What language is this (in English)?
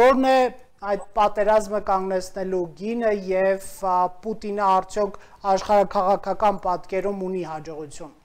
Armenian